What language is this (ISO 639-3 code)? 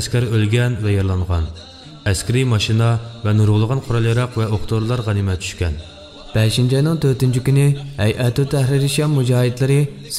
uig